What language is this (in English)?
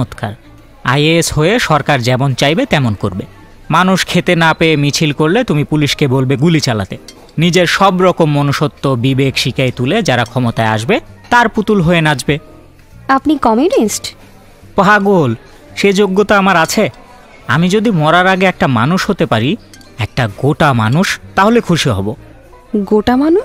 Bangla